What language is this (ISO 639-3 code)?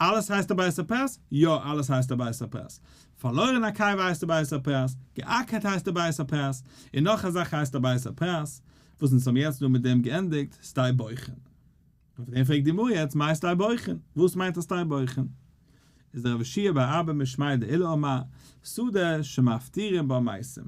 yid